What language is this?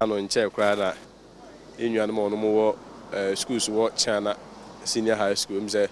Akan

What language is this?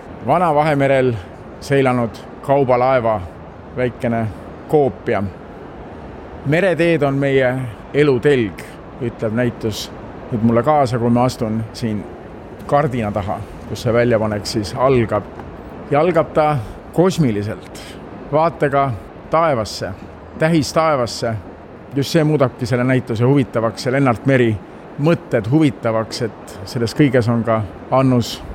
Estonian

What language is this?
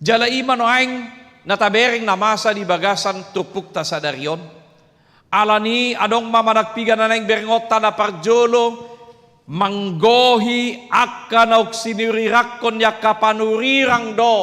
Batak Toba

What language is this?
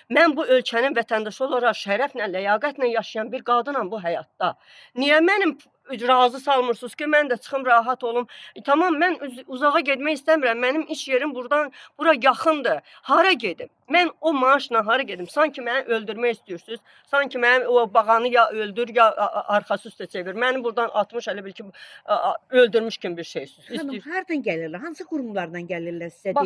Azerbaijani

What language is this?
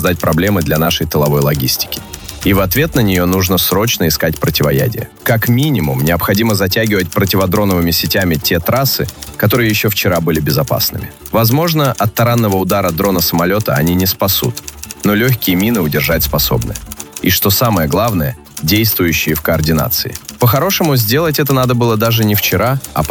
Russian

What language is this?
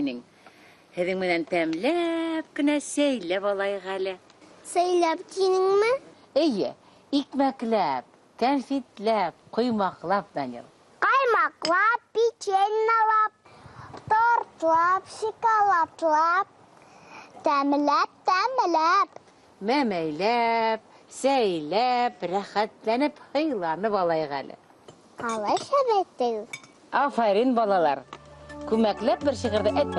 Bashkir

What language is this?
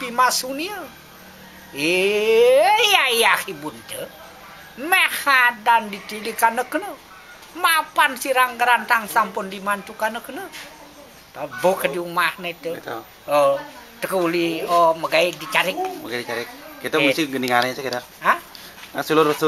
Balinese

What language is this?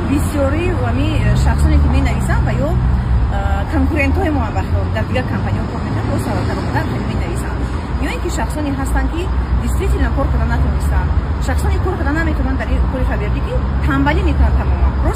Tajik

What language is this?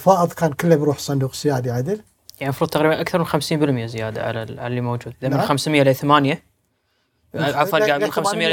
Gulf Arabic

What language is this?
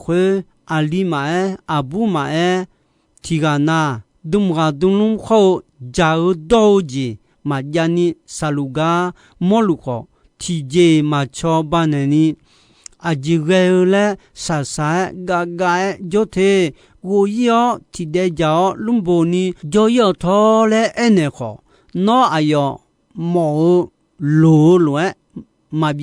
Akha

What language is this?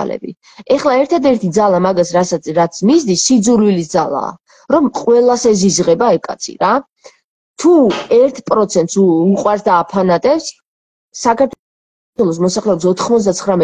Georgian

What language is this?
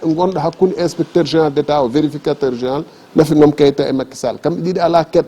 Fula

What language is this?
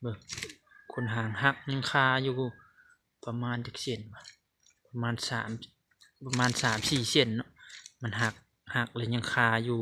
Lao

